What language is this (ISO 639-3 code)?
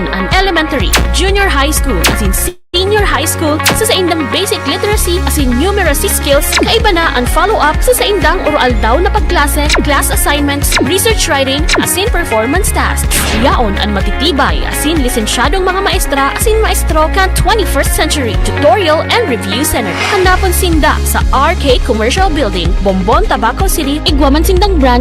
bik